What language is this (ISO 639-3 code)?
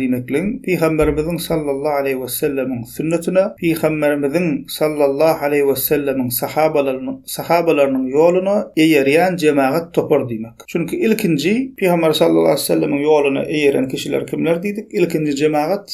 tuk